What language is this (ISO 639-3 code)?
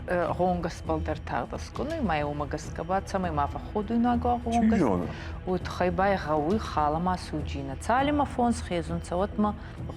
oss